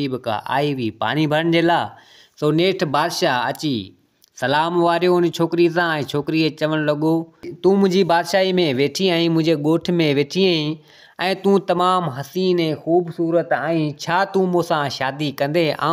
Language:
Sindhi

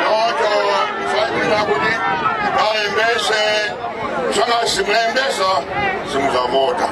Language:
Nyanja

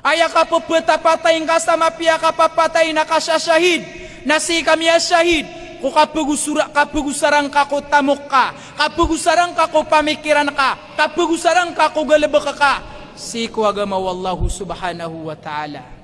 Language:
Maranao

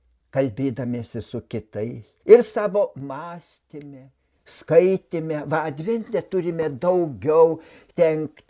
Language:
Lithuanian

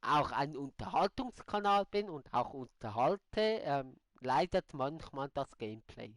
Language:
Swiss German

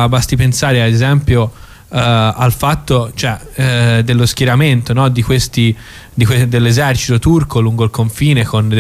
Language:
Italian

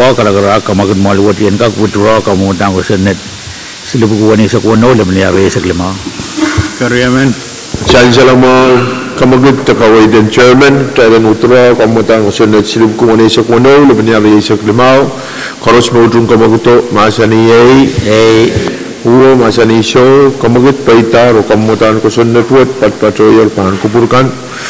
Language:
Pohnpeian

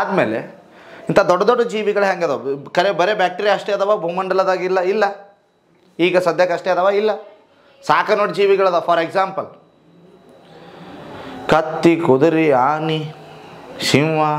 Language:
Kannada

